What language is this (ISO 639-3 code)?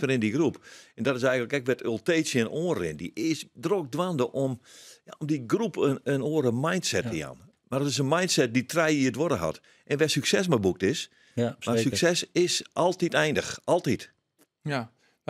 fry